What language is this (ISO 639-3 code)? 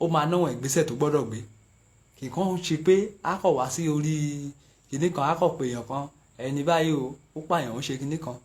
yor